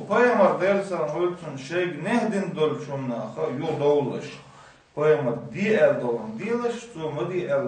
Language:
Chechen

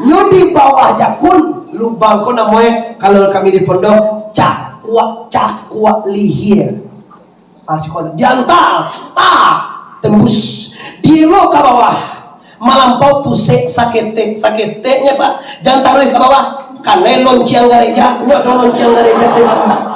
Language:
Minangkabau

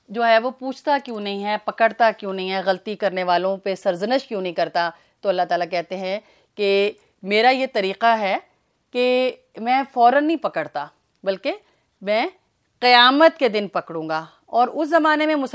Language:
Urdu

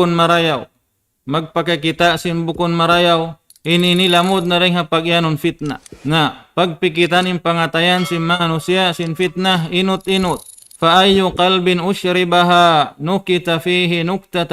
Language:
Tausug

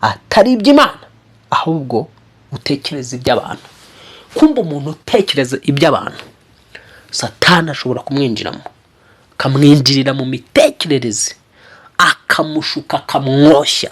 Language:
Kinyarwanda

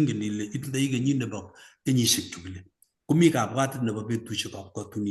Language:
Kalenjin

